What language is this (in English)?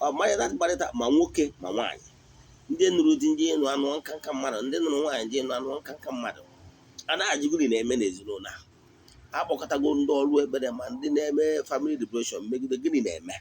Igbo